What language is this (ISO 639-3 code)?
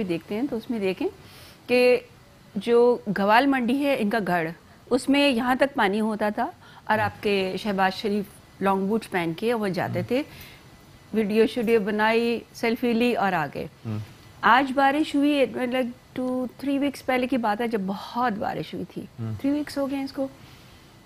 urd